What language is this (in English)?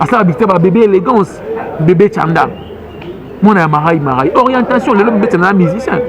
Lingala